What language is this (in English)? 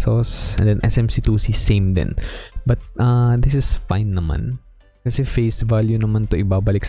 Filipino